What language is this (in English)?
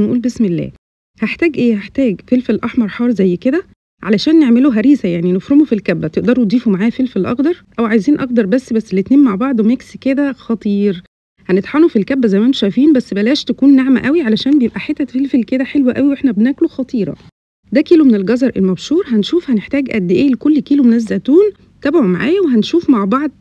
Egyptian Arabic